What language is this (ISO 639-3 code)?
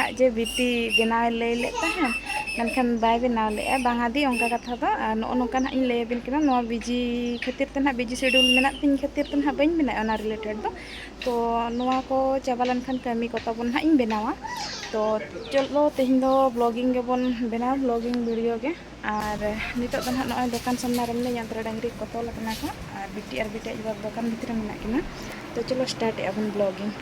sat